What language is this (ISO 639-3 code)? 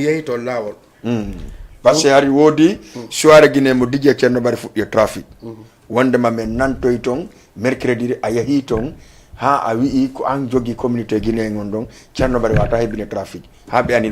ful